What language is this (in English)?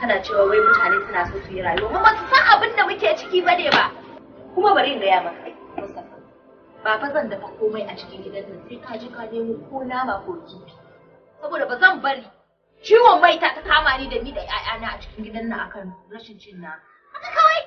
Hausa